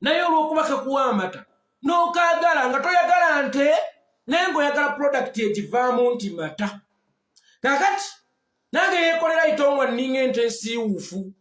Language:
Ganda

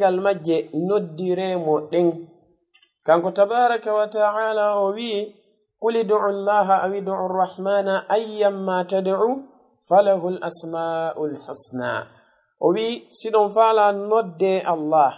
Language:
Fula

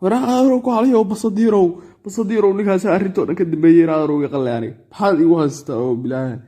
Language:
Somali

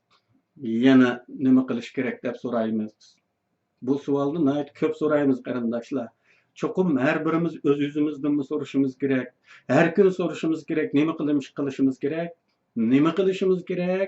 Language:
Uyghur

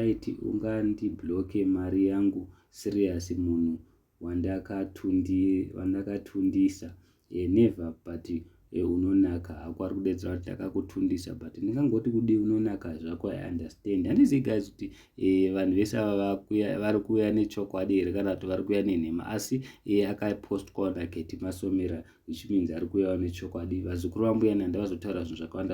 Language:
Shona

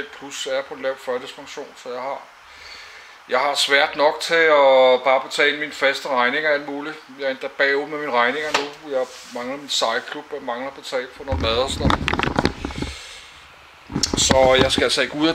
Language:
Danish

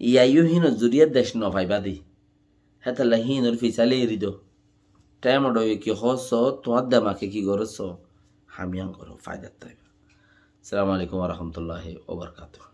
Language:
Rohingya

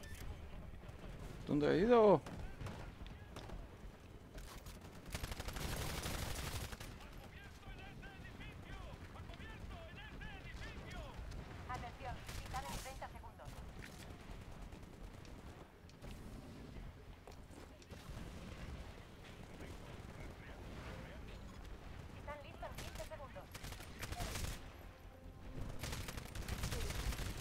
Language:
Spanish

